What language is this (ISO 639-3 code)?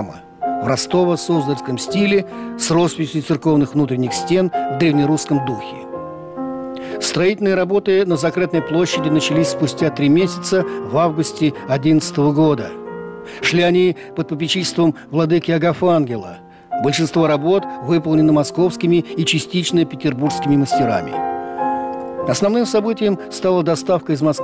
rus